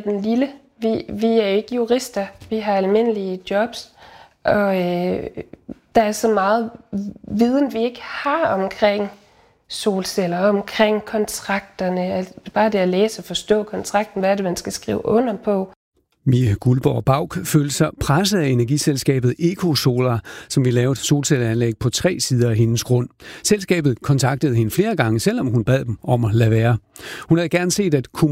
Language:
Danish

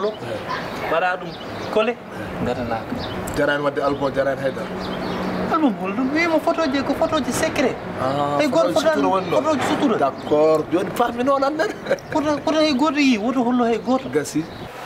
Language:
Fula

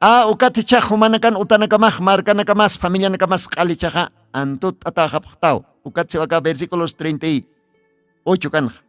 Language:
Aymara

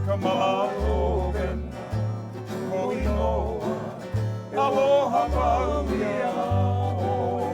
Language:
Hawaiian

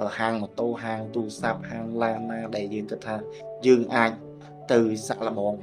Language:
Khmer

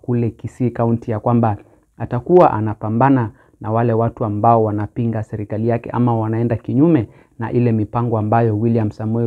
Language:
Swahili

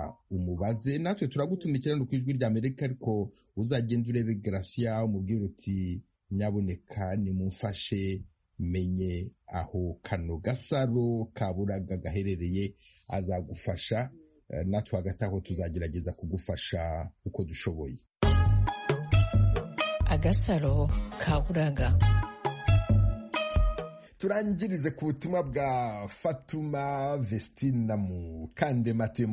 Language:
Kinyarwanda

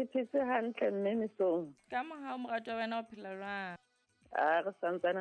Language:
Southern Sotho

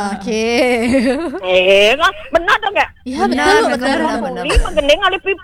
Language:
Balinese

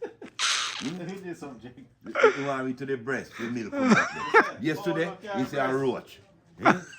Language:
Jamaican Creole English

